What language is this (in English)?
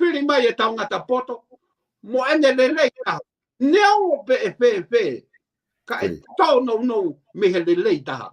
Tongan